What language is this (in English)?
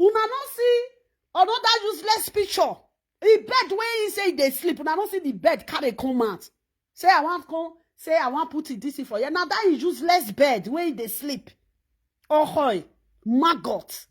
Nigerian Pidgin